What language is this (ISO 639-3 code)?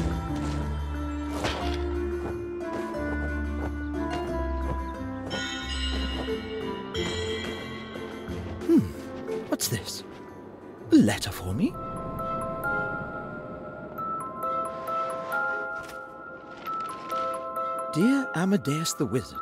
eng